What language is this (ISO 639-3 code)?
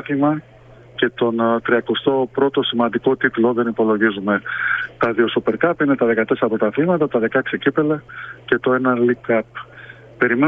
ell